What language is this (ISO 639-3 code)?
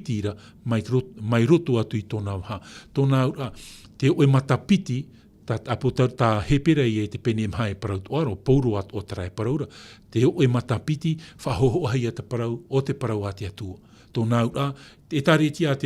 tah